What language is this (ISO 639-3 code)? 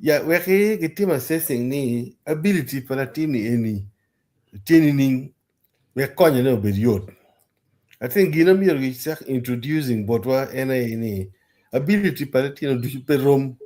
ach